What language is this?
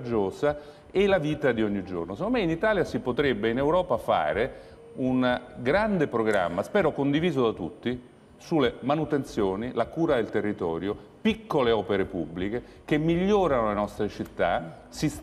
Italian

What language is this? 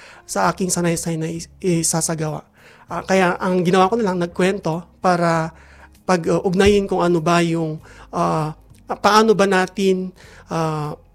Filipino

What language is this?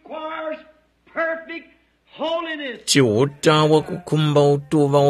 Tumbuka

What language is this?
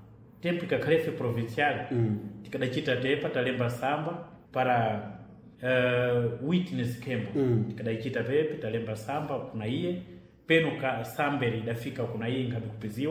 Sena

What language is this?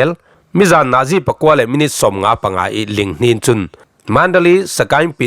Falam Chin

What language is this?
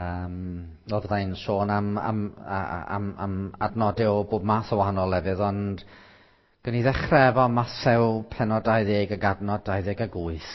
Welsh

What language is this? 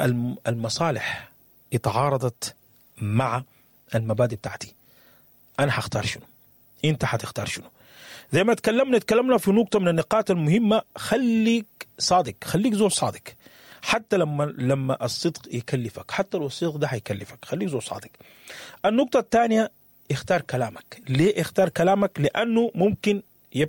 Sudanese Arabic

